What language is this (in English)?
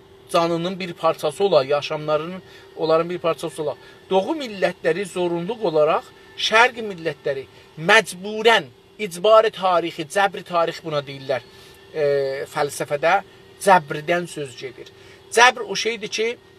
South Azerbaijani